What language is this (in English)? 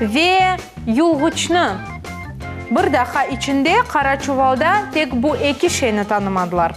Crimean Tatar